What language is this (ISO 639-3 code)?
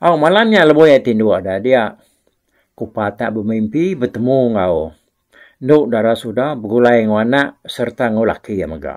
iba